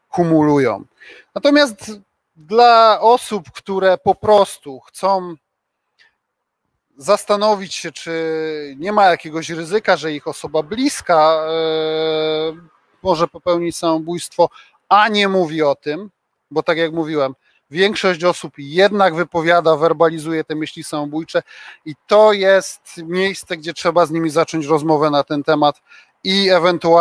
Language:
Polish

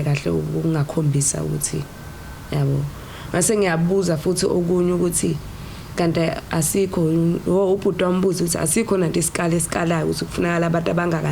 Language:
Zulu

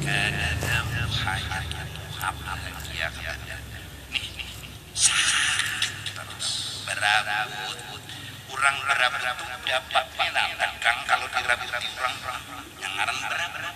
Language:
Banjar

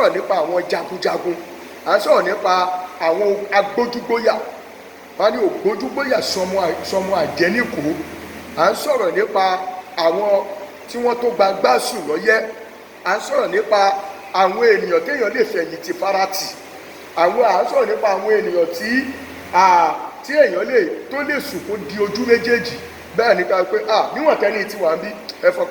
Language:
Yoruba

